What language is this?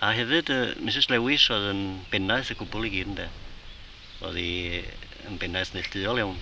Welsh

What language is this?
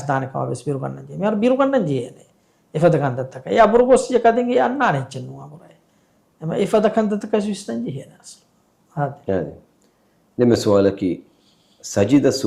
Divehi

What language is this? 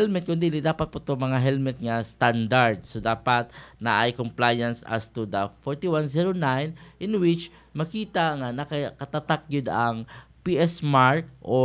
Cebuano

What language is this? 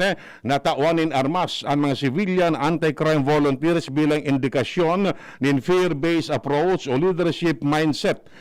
Bikol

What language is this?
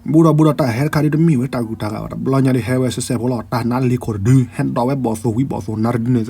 S'gaw Karen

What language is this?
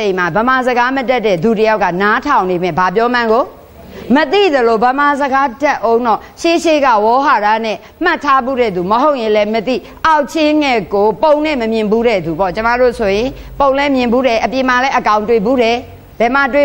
Burmese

